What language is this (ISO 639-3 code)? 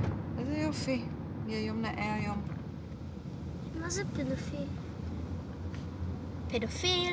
heb